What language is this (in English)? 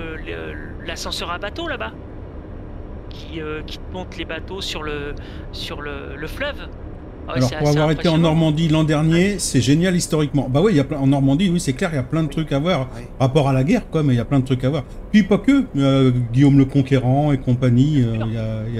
French